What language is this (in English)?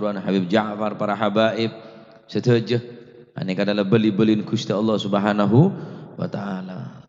Madurese